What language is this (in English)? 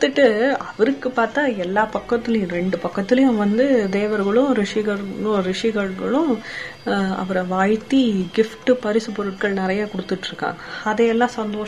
Tamil